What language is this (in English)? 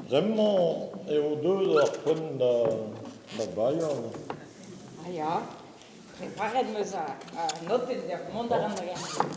Breton